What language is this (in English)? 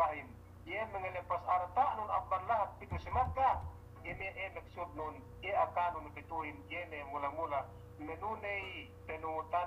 Yakan